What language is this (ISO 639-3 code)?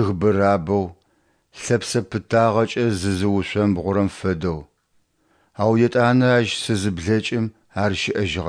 ady